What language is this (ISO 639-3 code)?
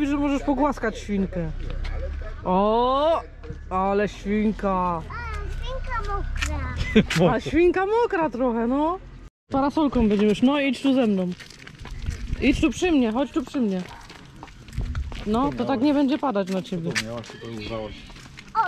pol